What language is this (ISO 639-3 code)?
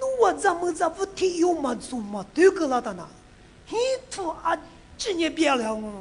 lis